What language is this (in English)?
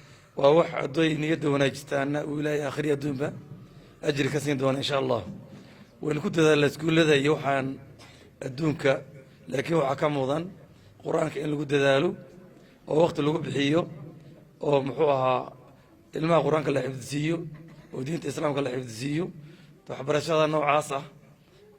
Somali